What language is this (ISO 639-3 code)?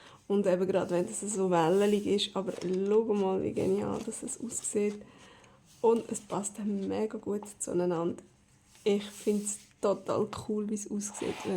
gsw